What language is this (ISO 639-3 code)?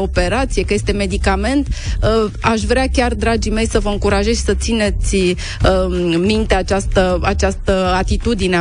ron